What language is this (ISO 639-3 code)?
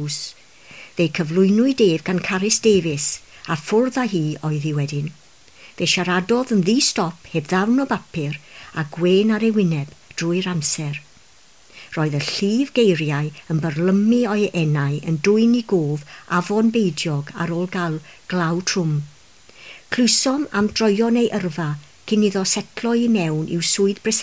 cym